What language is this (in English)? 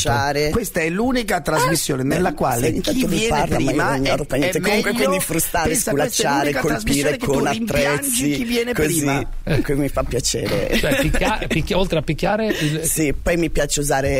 Italian